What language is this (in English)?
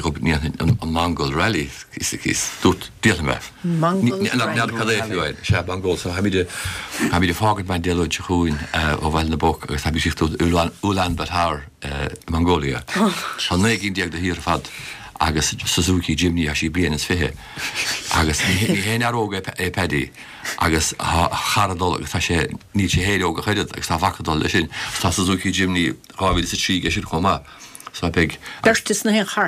Irish